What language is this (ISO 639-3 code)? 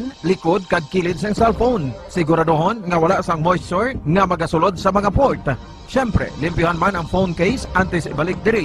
hil